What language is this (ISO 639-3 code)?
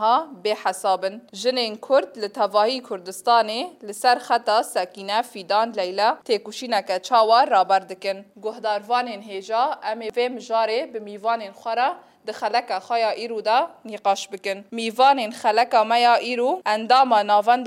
kur